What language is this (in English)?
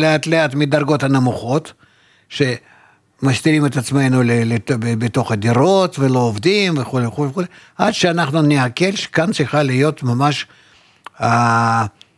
Hebrew